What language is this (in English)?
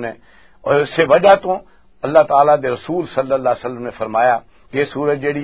Western Panjabi